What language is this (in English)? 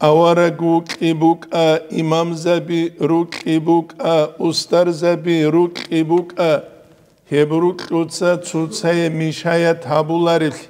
Avaric